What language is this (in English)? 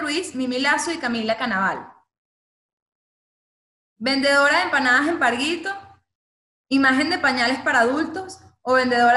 Spanish